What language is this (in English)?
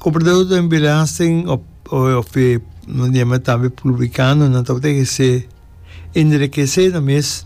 Papiamento